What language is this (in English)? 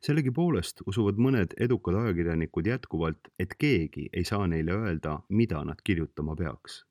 Estonian